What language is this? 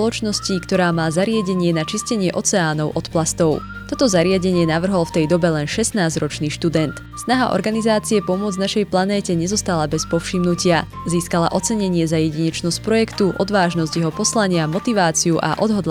Slovak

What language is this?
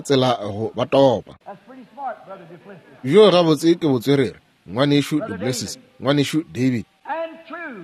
Northern Sotho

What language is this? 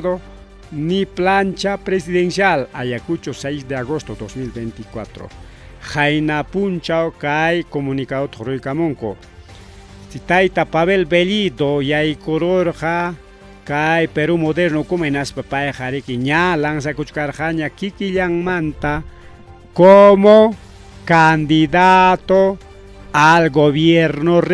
Ayacucho Quechua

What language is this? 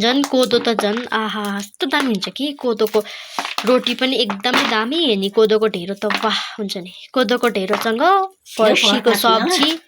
Nepali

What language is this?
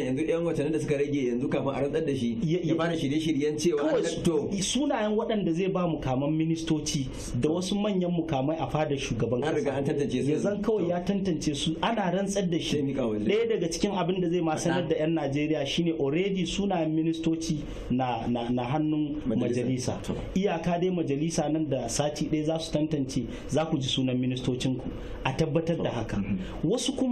Hausa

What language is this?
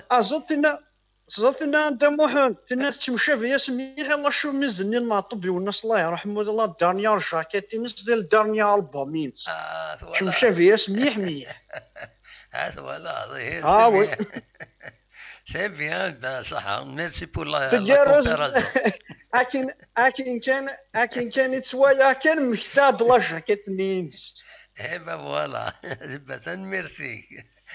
Kabyle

